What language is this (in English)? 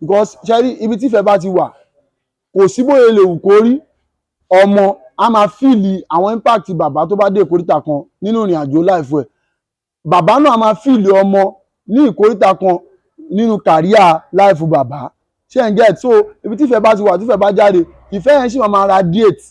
Yoruba